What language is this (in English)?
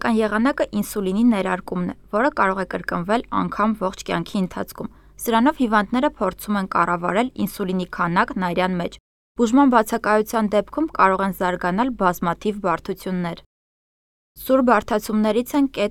Armenian